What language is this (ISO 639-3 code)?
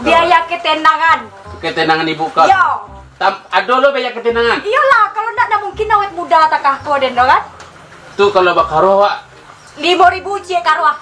min